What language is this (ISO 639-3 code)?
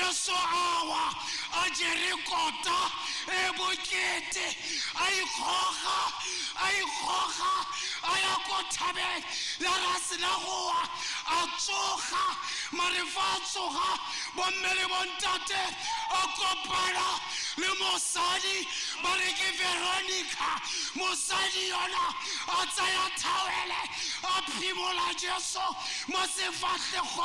tsn